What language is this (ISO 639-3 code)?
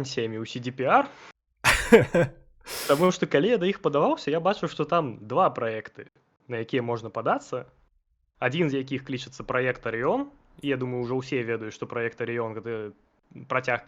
bel